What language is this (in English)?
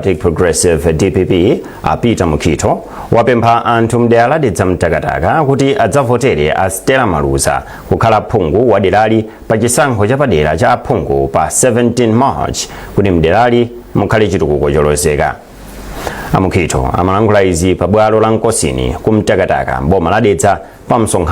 Nyanja